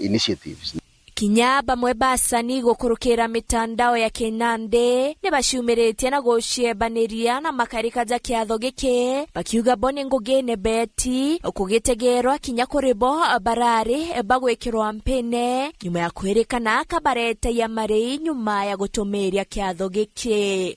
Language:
Meru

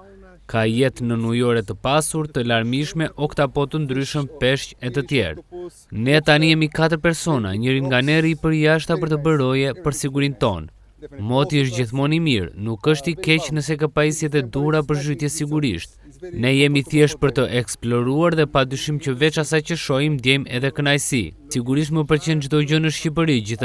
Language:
Albanian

